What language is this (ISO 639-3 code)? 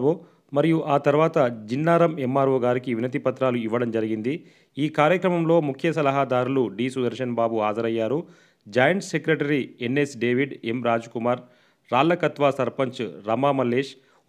tel